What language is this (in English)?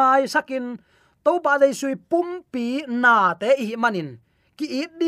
Tedim Chin